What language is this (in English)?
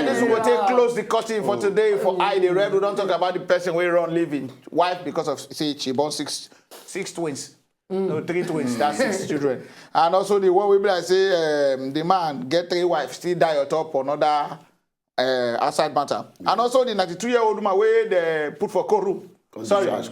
Nigerian Pidgin